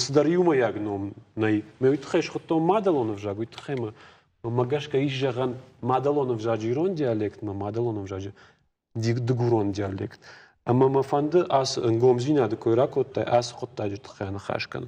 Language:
Ossetic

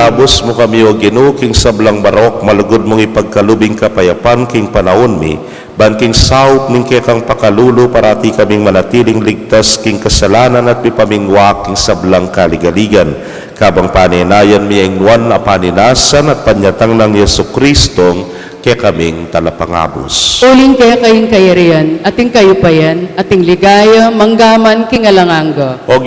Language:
Pampanga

